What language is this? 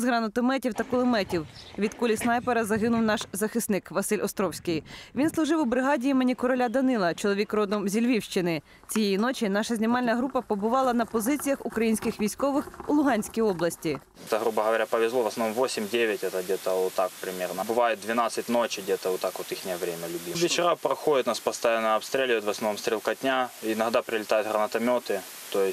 Ukrainian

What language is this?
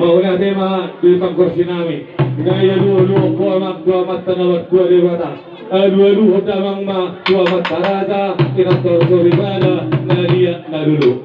Batak Toba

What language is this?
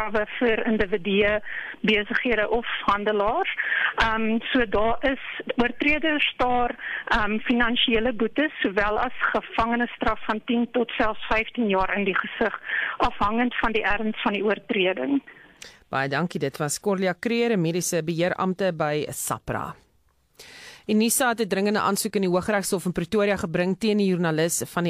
Afrikaans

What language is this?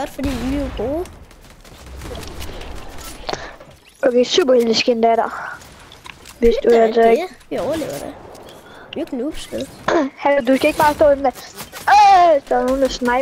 Danish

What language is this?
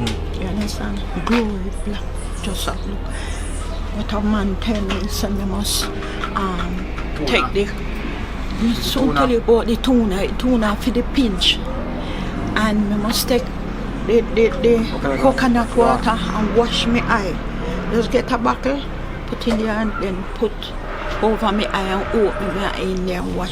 Jamaican Creole English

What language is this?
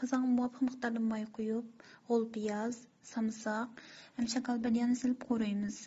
Uyghur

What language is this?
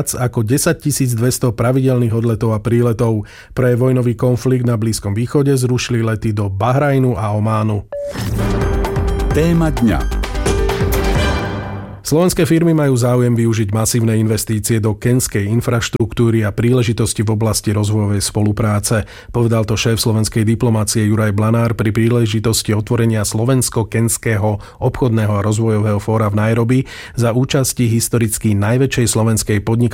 Slovak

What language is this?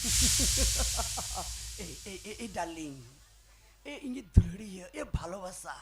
Santali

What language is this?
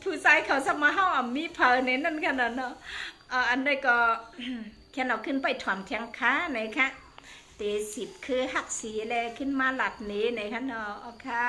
Shan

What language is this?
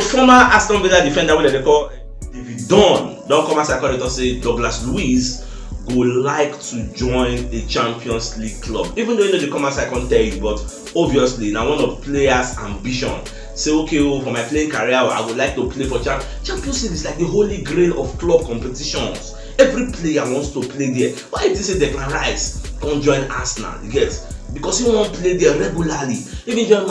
Nigerian Pidgin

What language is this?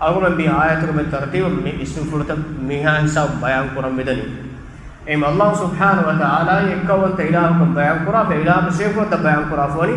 Divehi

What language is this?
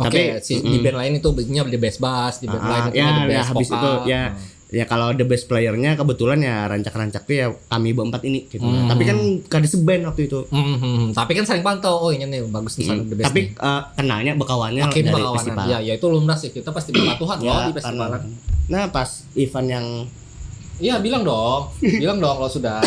Banjar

